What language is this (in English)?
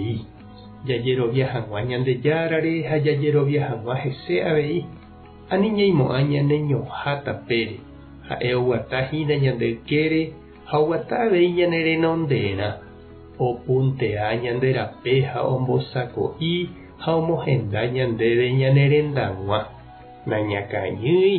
Guarani